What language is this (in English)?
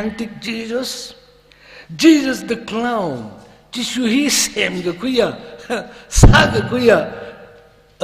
Tangkhul Naga (India)